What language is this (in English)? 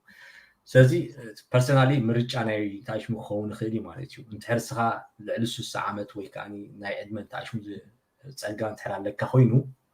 Tigrinya